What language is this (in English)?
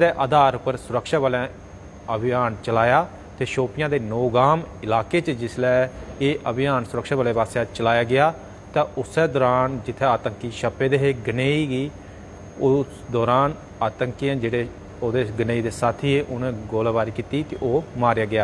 Dogri